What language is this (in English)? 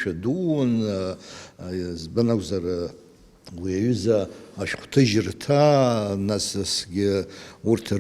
Abkhazian